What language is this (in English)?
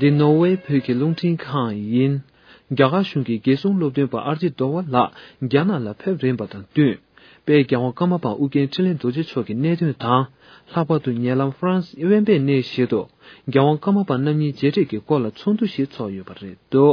Tibetan